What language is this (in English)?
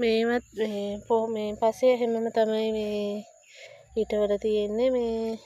Sinhala